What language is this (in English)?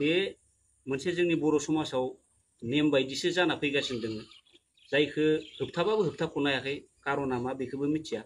Bodo